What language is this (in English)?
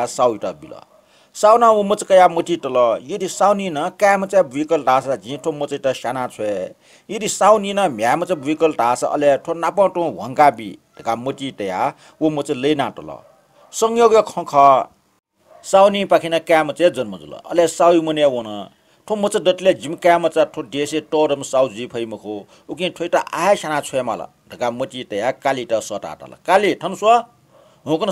Newari